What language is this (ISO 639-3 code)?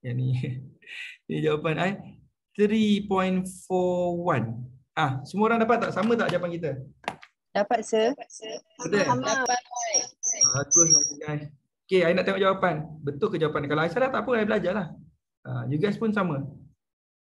msa